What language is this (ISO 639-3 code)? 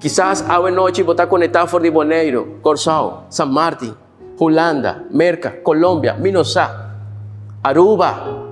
pap